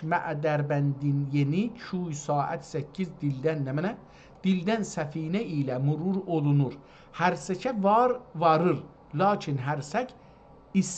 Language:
South Azerbaijani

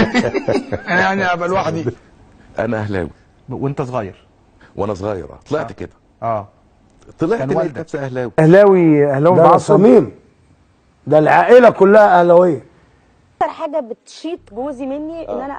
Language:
Egyptian Arabic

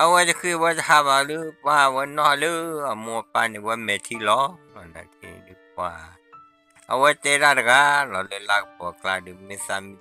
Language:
S'gaw Karen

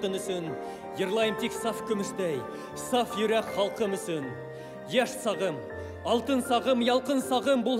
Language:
Bashkir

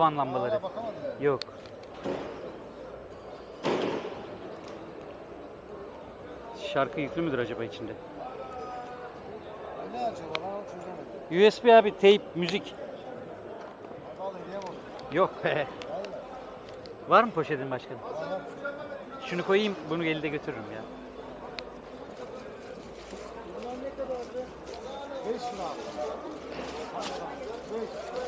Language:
Turkish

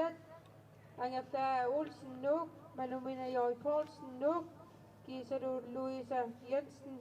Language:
Kalaallisut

